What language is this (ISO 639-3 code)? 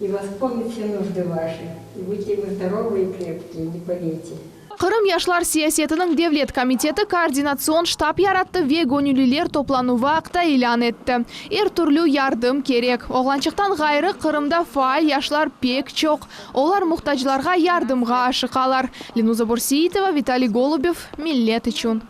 crh